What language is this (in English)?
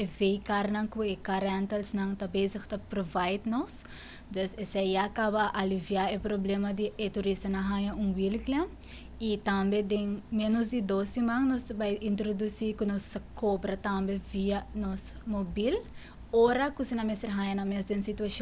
Papiamento